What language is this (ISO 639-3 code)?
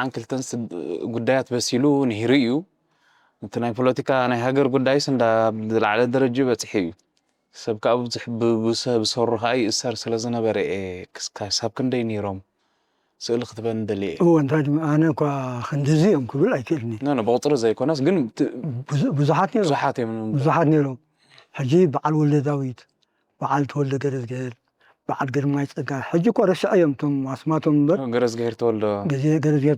tir